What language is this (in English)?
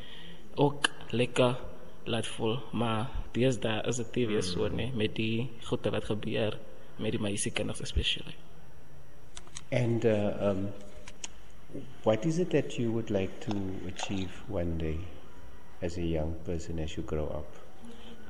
Afrikaans